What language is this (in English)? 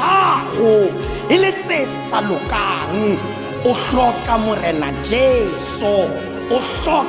Tswana